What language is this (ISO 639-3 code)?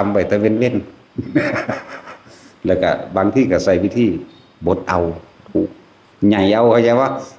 tts